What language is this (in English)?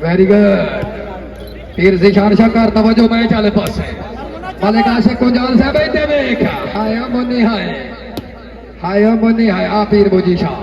Saraiki